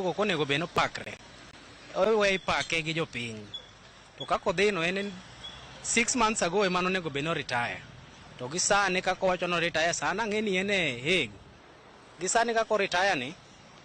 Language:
Luo (Kenya and Tanzania)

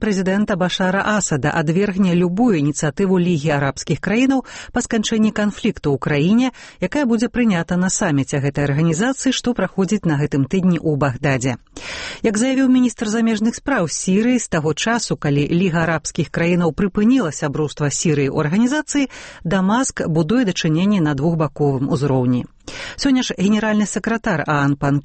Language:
Belarusian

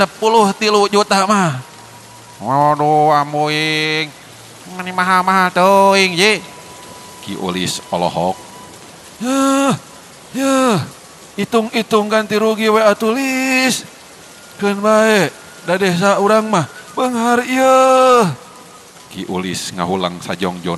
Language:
Sundanese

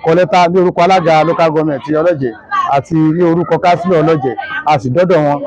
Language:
Yoruba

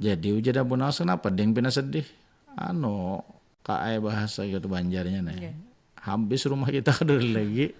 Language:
Banjar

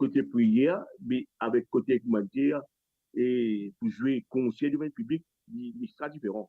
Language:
Morisyen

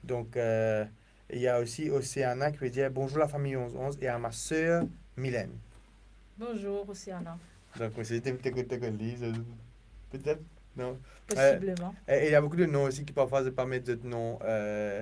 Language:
Morisyen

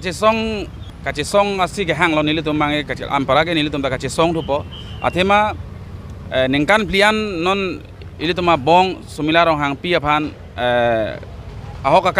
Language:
Karbi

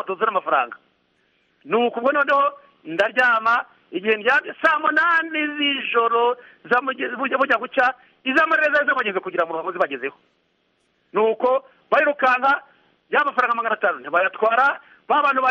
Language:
Kinyarwanda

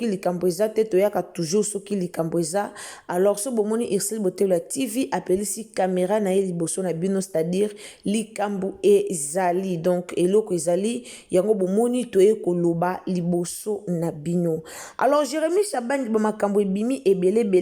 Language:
Lingala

